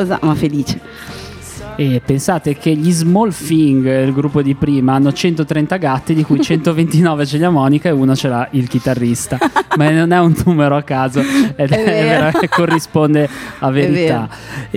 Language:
Italian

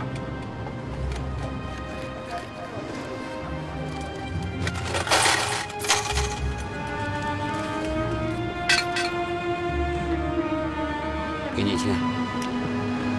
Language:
Chinese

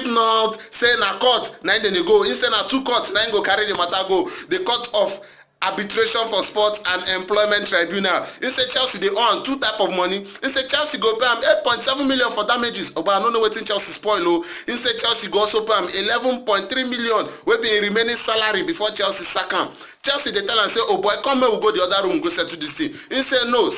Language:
Nigerian Pidgin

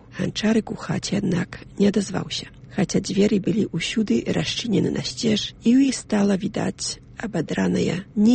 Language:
Belarusian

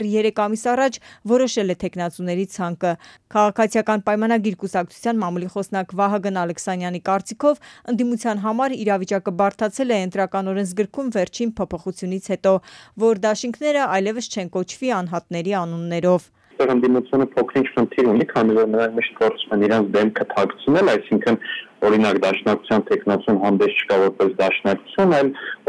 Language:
Armenian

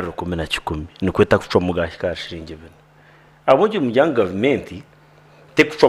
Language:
Nyankole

